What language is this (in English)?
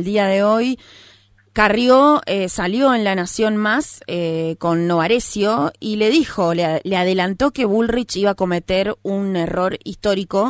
Spanish